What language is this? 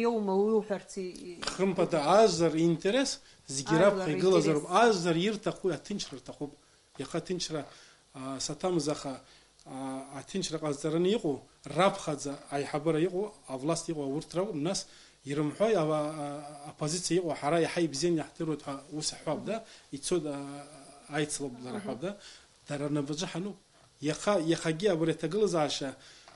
Abkhazian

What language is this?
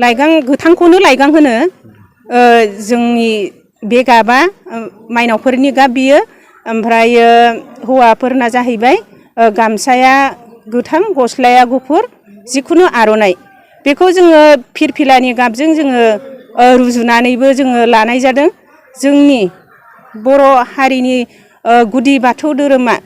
Bodo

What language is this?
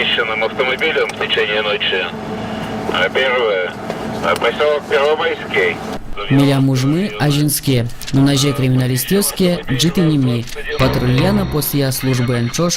Udmurt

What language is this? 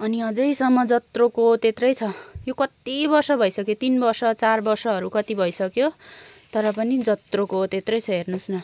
Nepali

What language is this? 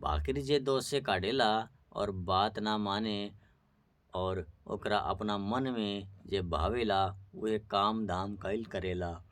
Bhojpuri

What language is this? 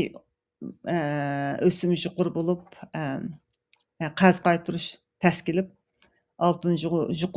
Uyghur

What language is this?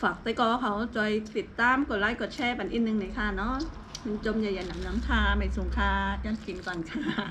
Shan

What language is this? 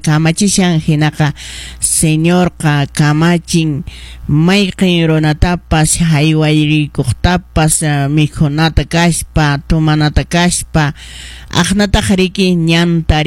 Quechua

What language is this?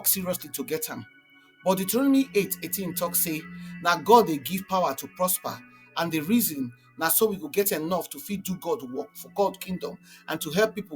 Nigerian Pidgin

